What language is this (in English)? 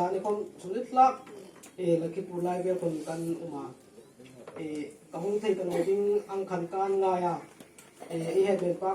Hmar